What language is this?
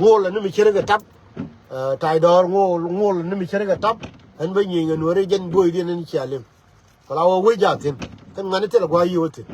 Nuer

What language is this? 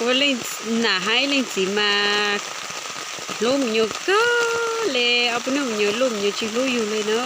Hmong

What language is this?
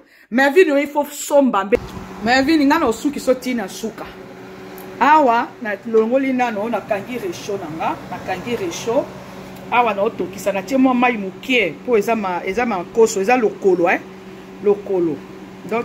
Lingala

